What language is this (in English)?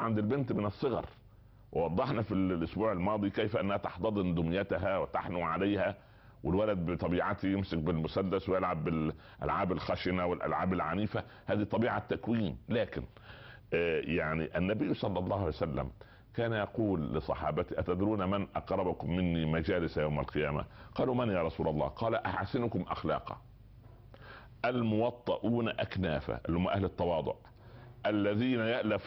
Arabic